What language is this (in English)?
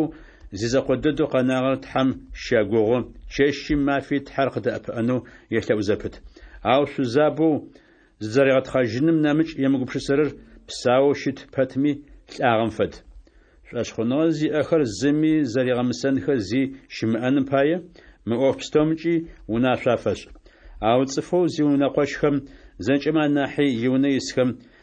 Adyghe